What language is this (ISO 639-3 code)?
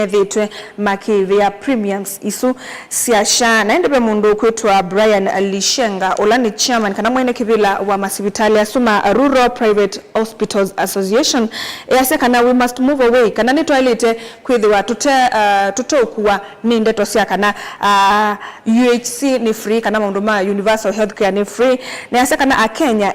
kam